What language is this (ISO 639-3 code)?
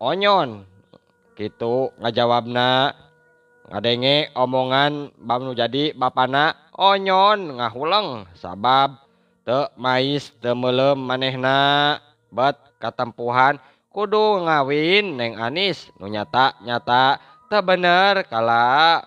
sun